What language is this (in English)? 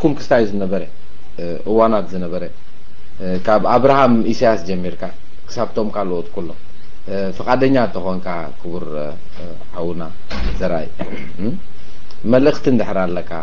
Tigrinya